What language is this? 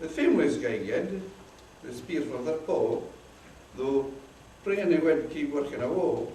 Scots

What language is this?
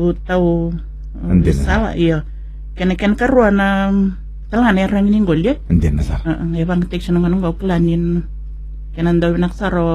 Fijian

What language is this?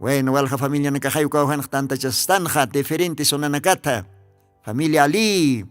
Aymara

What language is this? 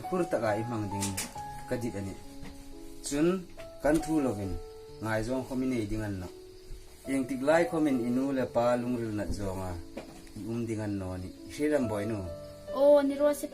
Hmar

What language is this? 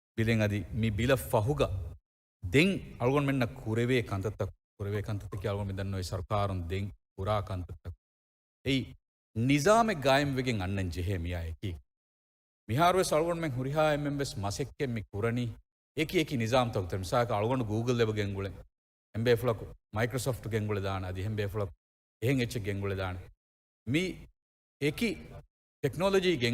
Divehi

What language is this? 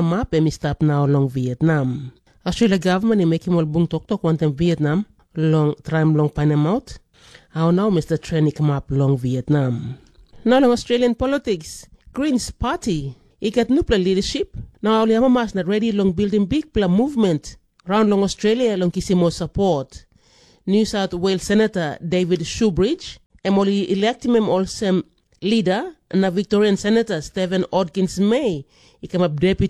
Tok Pisin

